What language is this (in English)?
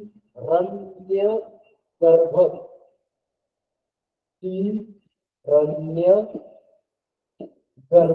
Marathi